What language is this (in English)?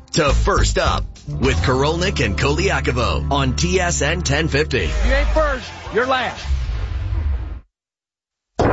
English